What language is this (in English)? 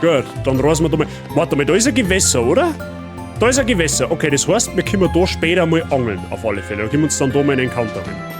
Bavarian